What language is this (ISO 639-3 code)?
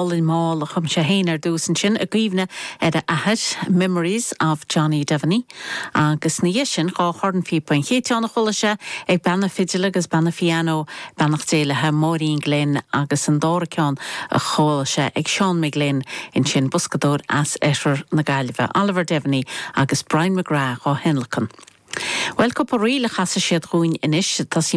gle